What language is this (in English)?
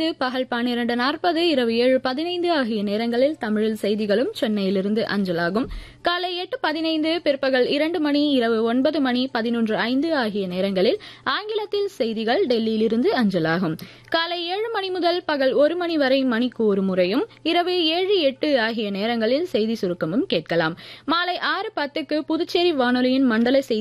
Tamil